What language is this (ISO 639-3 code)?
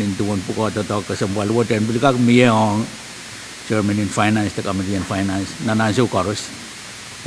pon